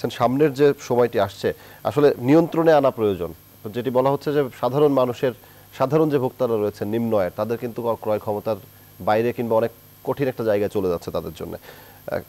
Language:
Bangla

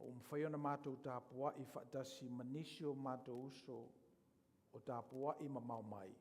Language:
Samoan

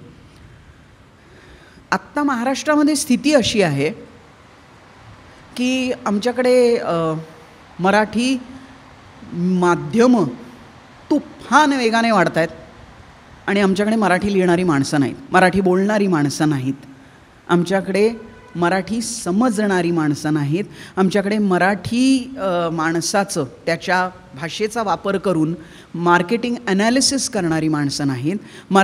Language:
Marathi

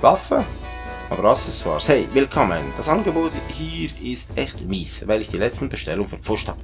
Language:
Swiss German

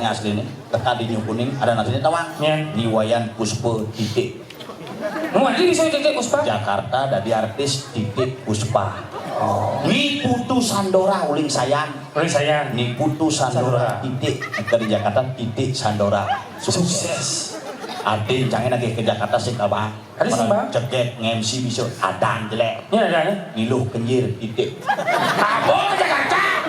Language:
Balinese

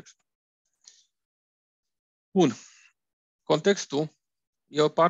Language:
Romanian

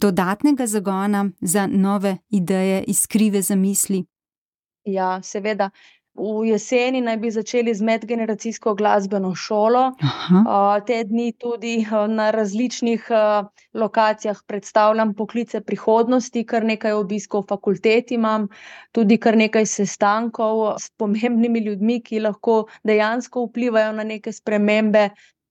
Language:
Slovenian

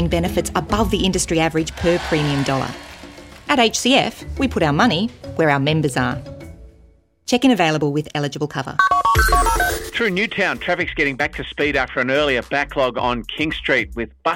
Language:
English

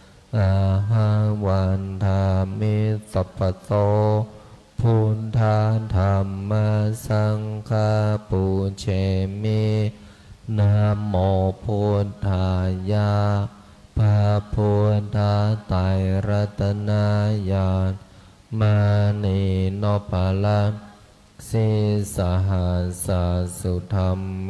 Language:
Pali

